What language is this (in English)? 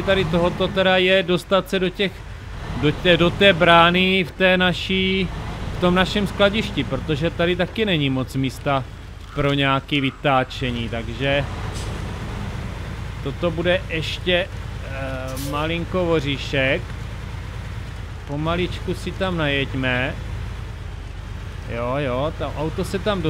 Czech